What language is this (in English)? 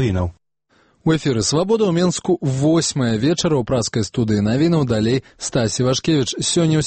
Belarusian